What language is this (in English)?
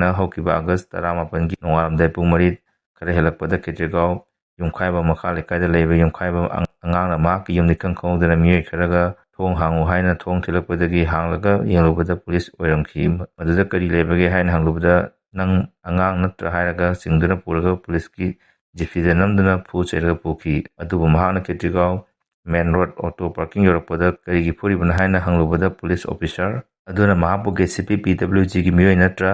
Manipuri